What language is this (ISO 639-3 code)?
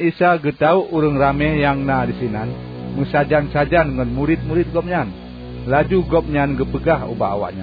ace